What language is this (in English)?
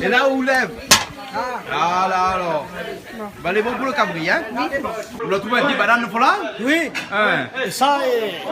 Réunion Creole French